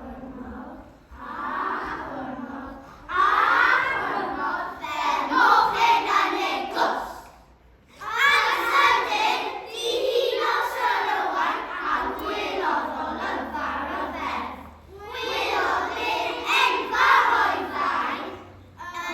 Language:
Welsh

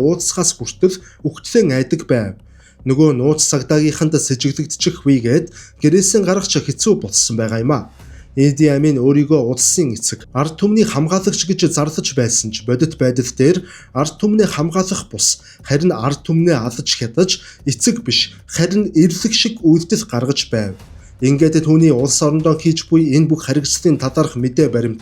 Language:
Mongolian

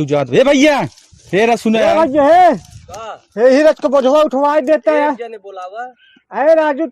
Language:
Awadhi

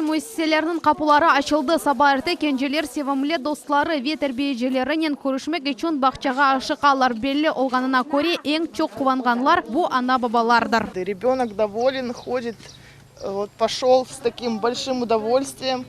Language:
Crimean Tatar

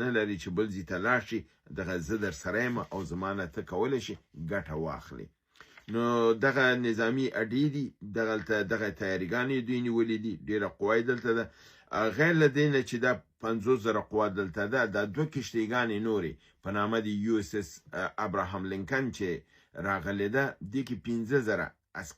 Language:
Pashto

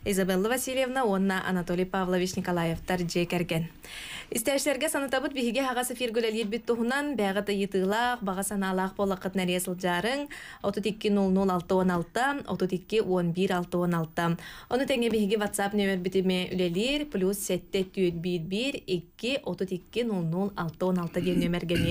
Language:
Yakut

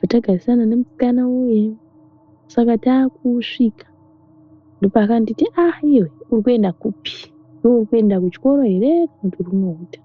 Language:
Shona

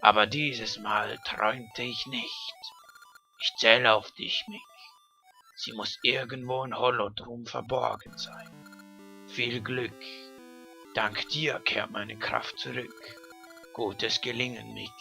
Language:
Swiss German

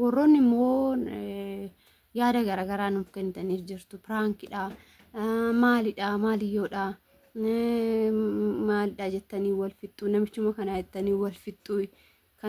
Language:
Oromo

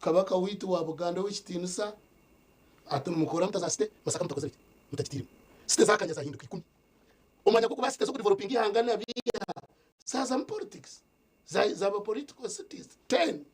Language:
Nyankole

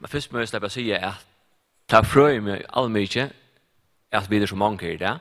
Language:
Faroese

